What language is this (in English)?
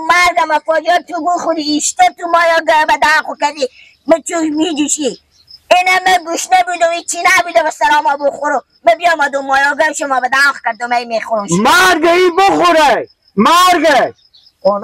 Persian